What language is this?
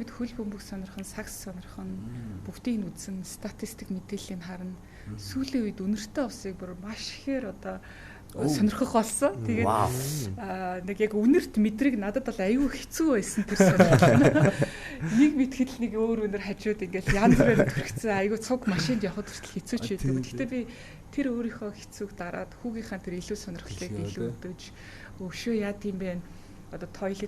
Mongolian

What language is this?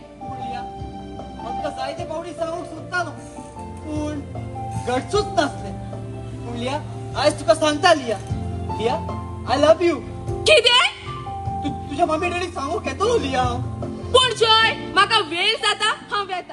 Konkani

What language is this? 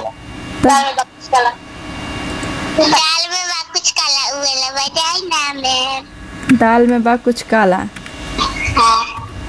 Bhojpuri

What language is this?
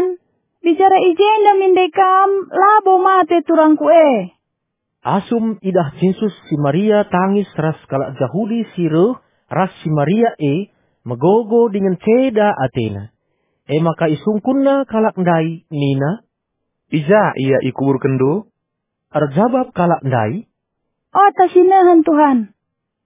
Batak Karo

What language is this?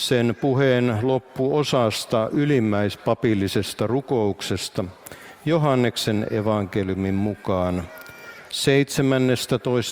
Finnish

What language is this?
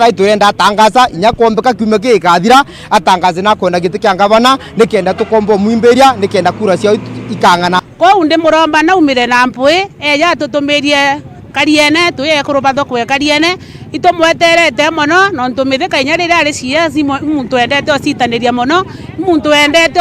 Meru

